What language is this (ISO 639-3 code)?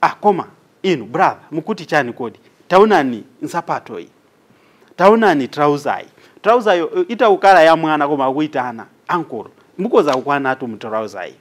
nya